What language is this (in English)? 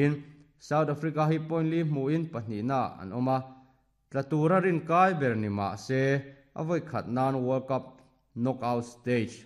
Mizo